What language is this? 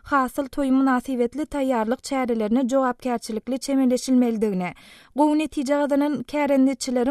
Turkmen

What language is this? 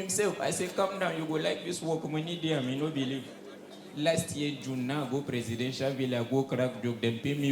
Nigerian Pidgin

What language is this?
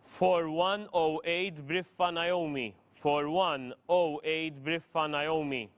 English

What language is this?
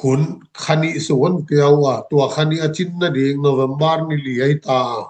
Tedim Chin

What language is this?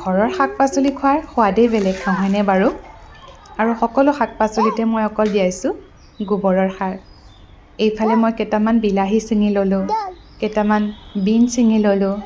Assamese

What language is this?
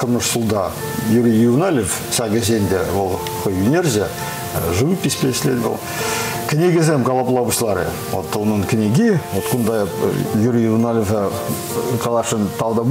Chuvash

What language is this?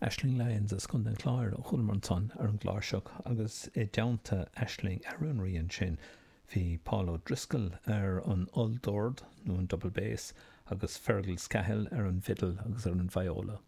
Irish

